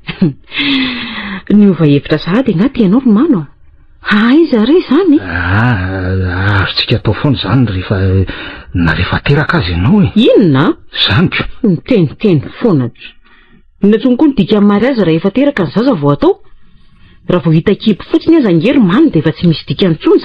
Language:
Malagasy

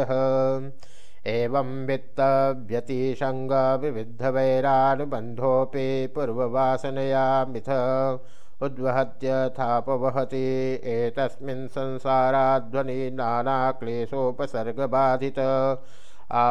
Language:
Sanskrit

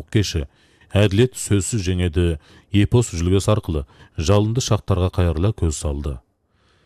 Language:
Kazakh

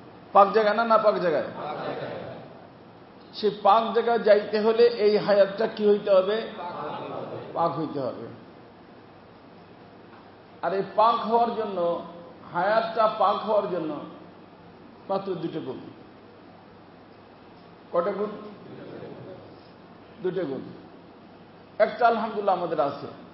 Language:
Bangla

